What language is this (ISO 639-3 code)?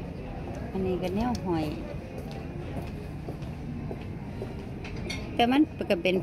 tha